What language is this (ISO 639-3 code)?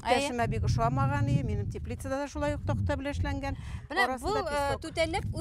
bak